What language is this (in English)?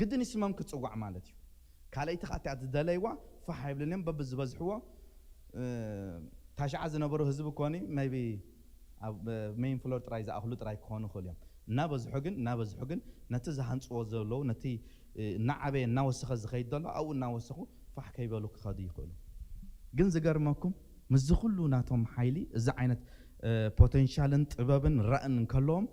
Tigrinya